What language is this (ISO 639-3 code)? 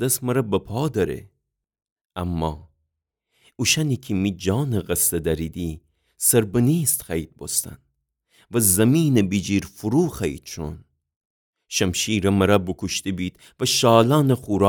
glk